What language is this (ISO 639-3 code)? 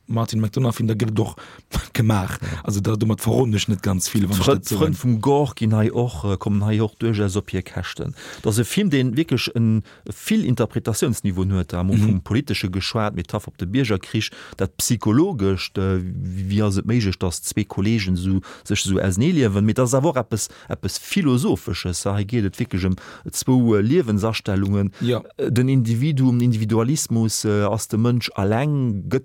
ltz